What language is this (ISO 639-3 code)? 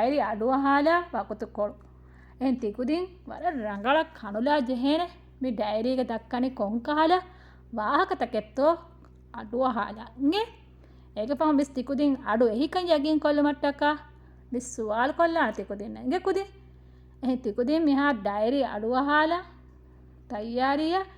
div